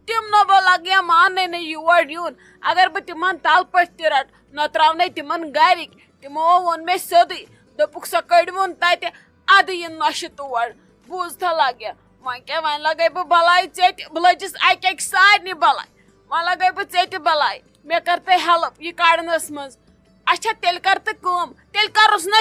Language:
Kashmiri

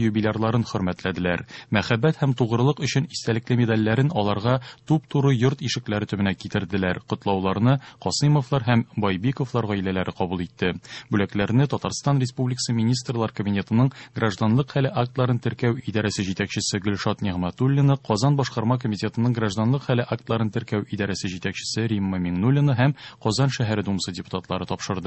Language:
Tatar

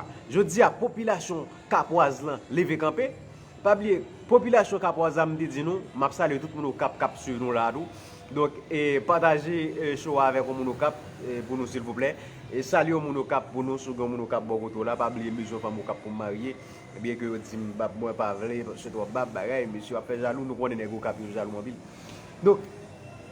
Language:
Haitian Creole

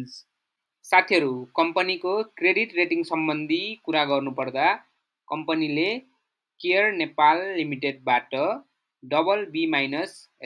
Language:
Nepali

